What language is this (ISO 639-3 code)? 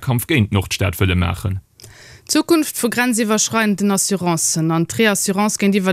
ltz